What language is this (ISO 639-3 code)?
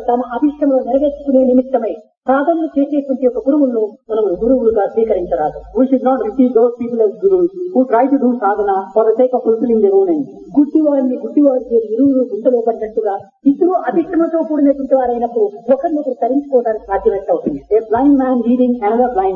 tel